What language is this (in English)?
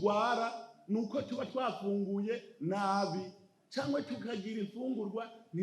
Rundi